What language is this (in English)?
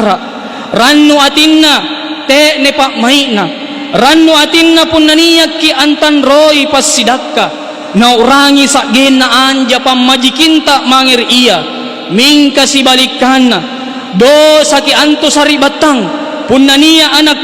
Makasar